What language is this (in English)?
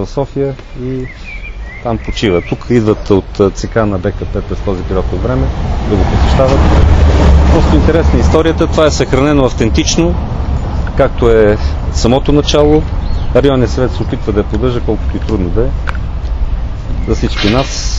Bulgarian